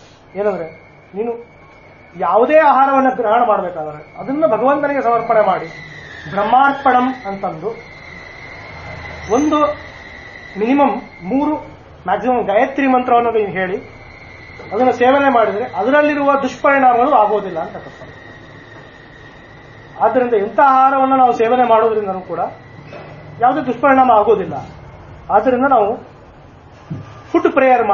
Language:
Kannada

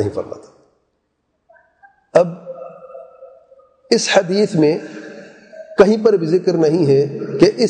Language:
Urdu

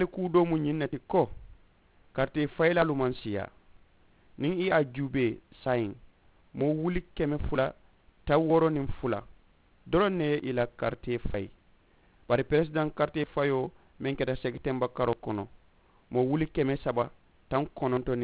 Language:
Mandingo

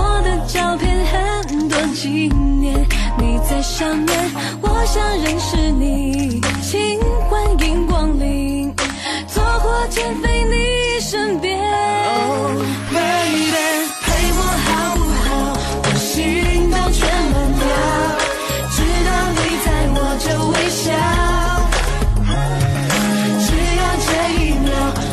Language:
Chinese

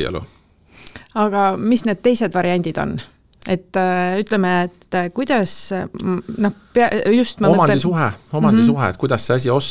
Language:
Estonian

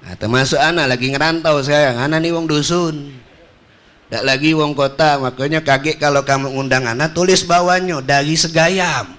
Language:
Musi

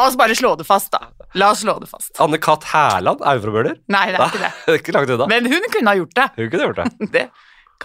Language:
Norwegian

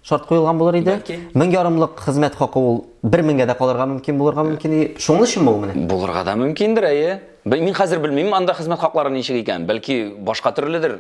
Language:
Tatar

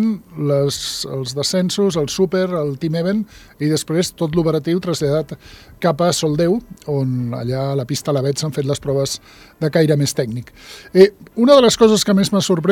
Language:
Catalan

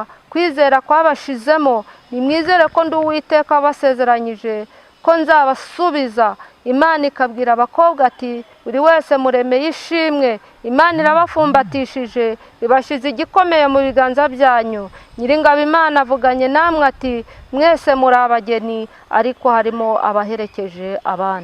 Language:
Kinyarwanda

